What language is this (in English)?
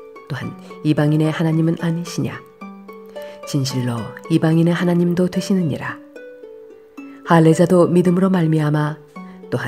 Korean